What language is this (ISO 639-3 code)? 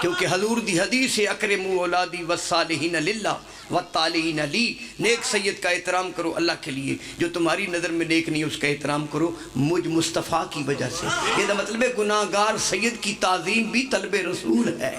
phr